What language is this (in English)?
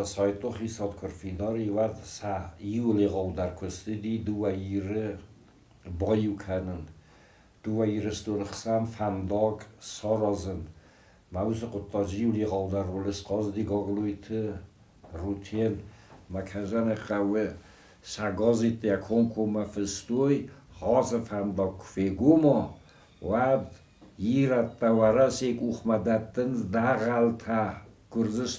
Ossetic